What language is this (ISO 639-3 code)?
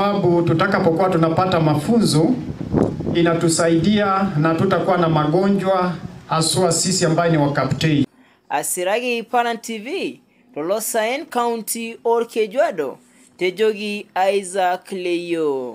mas